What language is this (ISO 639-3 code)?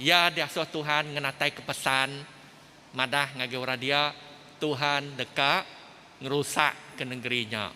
iba